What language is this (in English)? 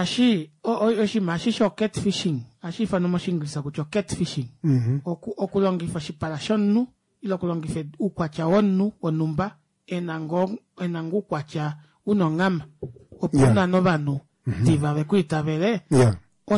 Kuanyama